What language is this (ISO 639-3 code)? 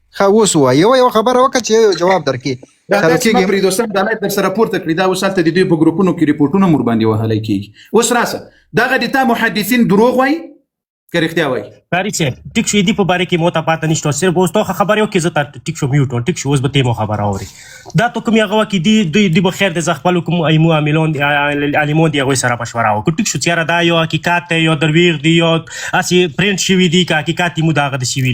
pus